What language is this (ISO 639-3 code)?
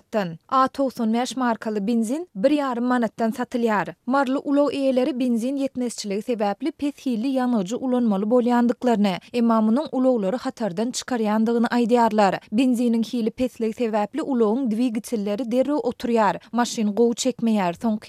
tuk